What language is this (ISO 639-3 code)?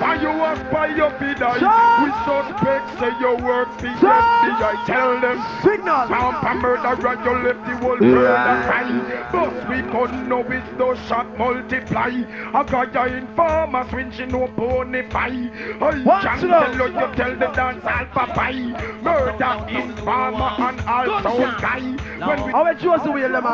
jam